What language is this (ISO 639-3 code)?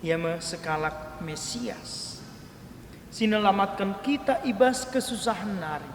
btx